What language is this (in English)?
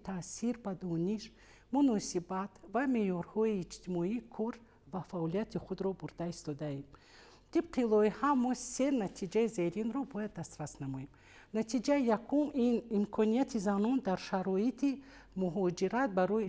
Tajik